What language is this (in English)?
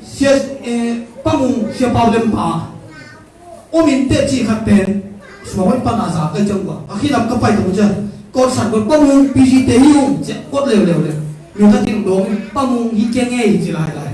Tedim Chin